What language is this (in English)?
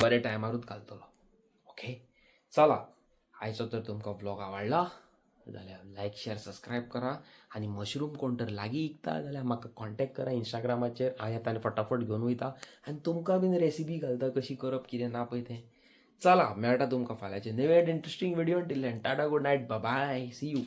Konkani